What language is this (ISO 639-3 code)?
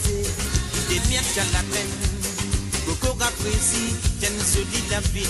mfe